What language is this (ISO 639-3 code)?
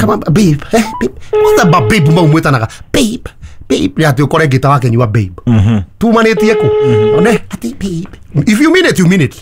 kik